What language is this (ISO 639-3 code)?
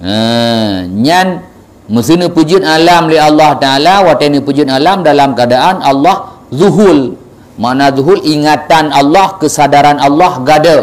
ace